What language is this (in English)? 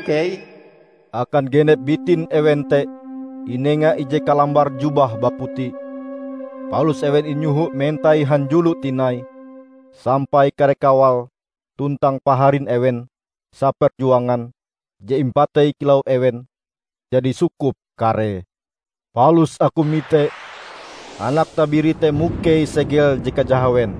Ngaju